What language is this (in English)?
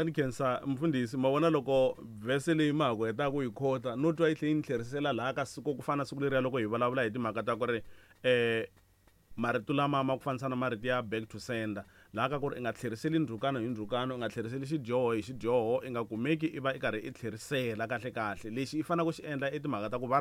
Tsonga